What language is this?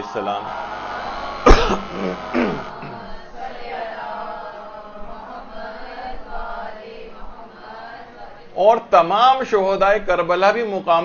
Urdu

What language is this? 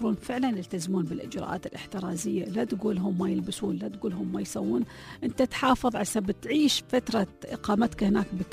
Gulf Arabic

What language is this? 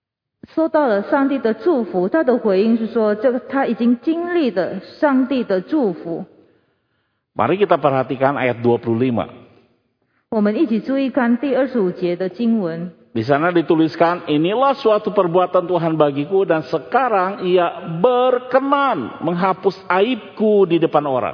Indonesian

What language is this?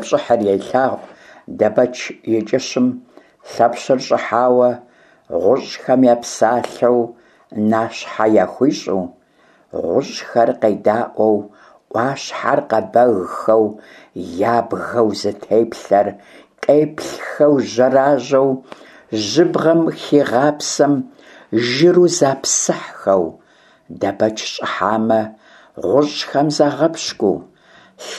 Kabardian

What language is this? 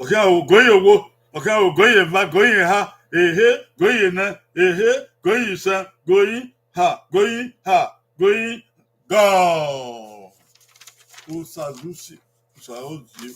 Bini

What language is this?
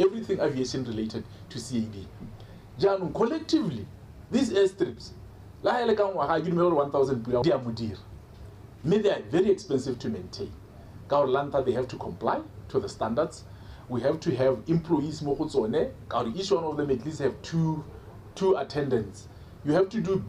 Tswana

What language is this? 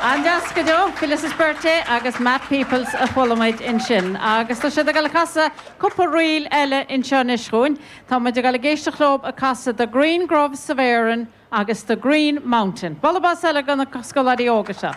Irish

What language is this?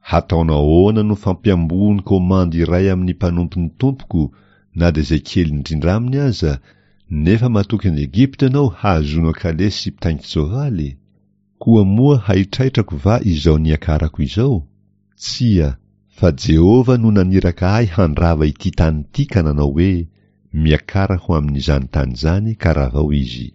Malagasy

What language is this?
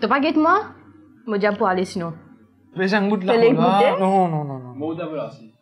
Morisyen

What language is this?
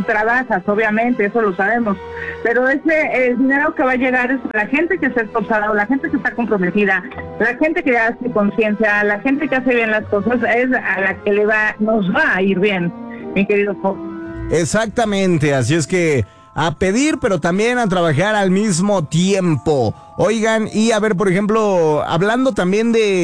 Spanish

